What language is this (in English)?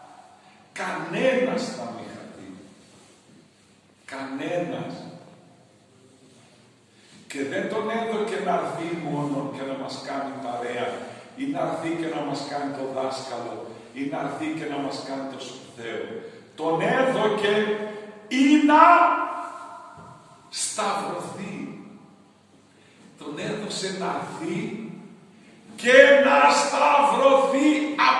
Greek